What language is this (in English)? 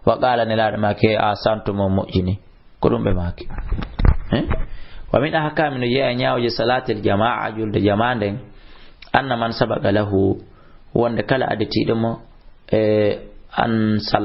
Fula